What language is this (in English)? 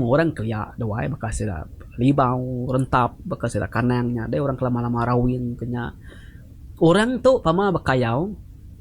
Iban